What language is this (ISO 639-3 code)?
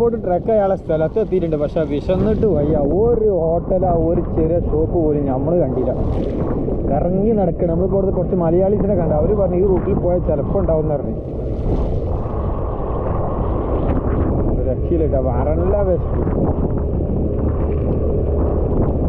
mal